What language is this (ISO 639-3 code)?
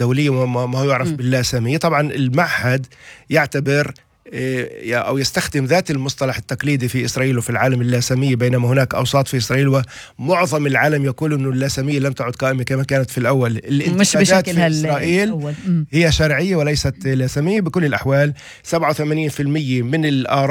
ara